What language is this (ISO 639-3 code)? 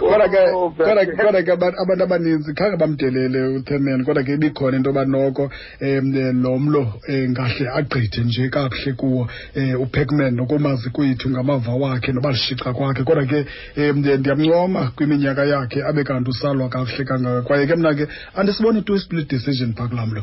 xho